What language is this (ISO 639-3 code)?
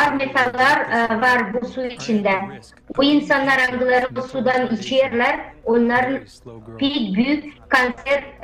gag